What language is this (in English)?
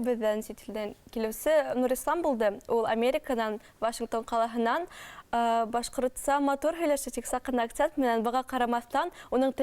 Bashkir